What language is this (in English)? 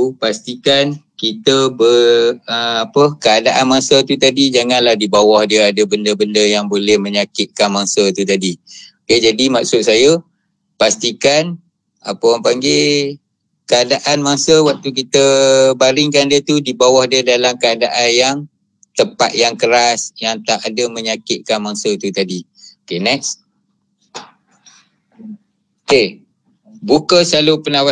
Malay